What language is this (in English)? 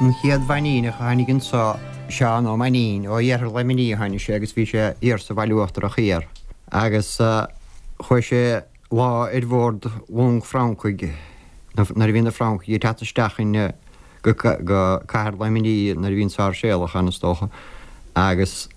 Irish